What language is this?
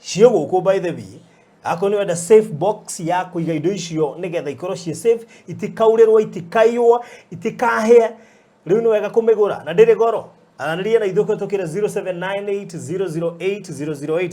Kikuyu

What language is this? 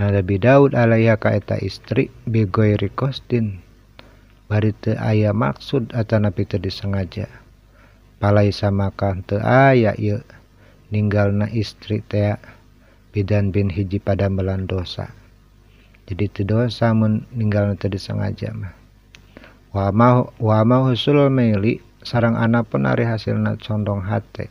Sundanese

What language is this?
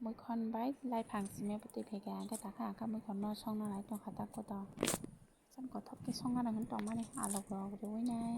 Kok Borok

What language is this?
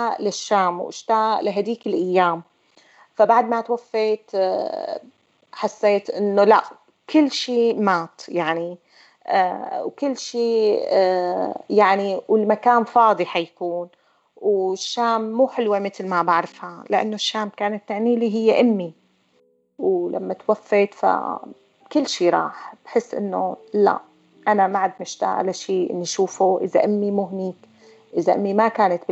North Levantine Arabic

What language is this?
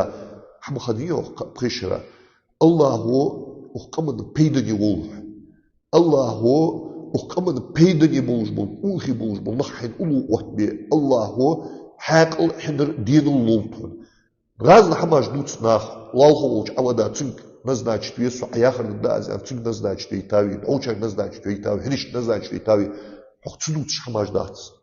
Ingush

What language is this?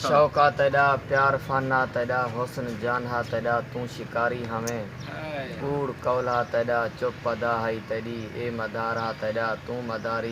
Saraiki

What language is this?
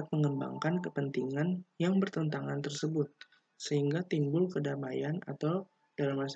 Indonesian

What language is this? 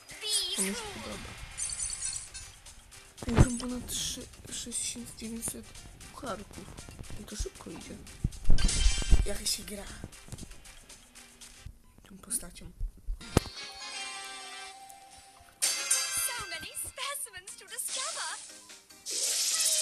Polish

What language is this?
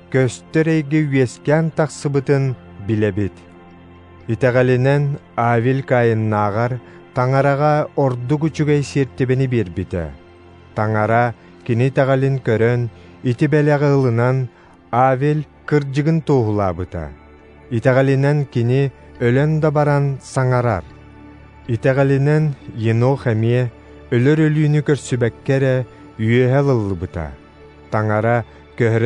Yakut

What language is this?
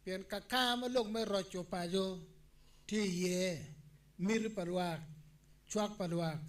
Acoli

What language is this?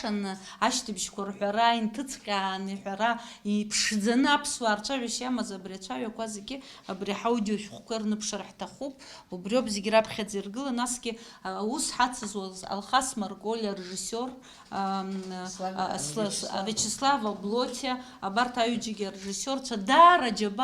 Abkhazian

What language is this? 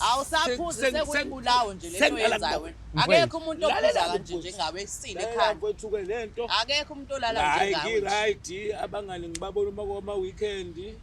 Zulu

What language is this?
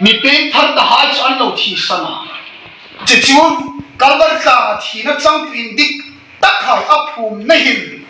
Hmar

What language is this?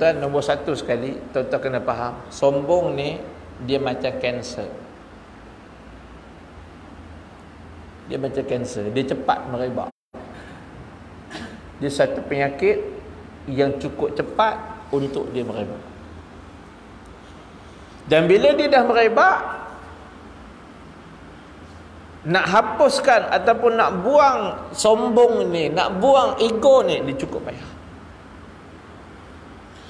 Malay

